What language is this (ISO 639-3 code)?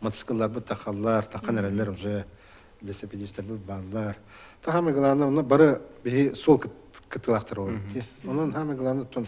sah